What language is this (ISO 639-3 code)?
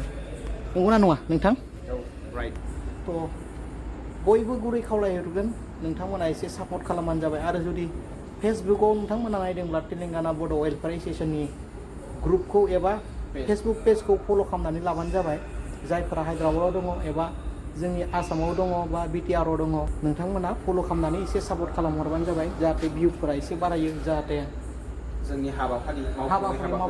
brx